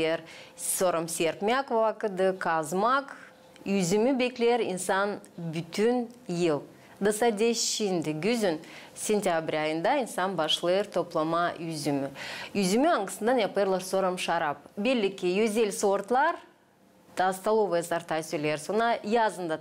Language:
Gagauz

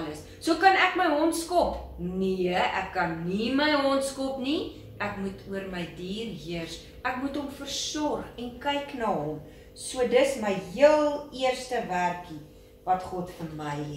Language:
Afrikaans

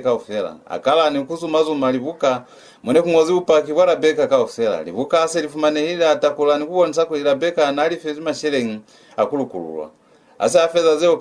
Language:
Lozi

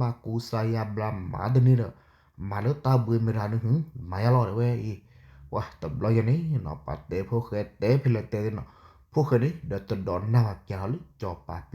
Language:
S'gaw Karen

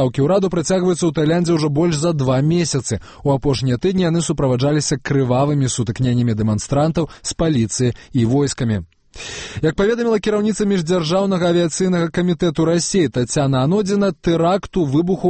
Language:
Belarusian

